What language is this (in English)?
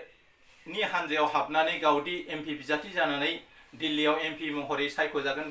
Bodo